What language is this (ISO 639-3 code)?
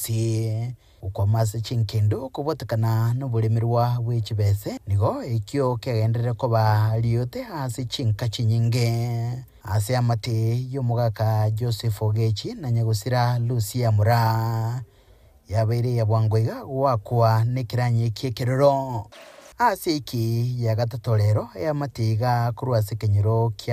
guz